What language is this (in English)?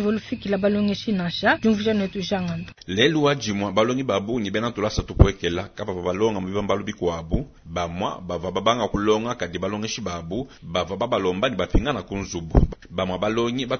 Luba-Lulua